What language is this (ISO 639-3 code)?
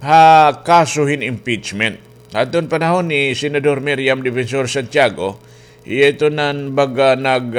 war